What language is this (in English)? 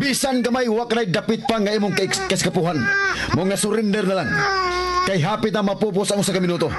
Cebuano